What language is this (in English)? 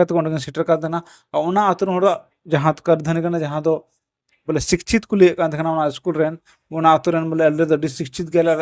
Santali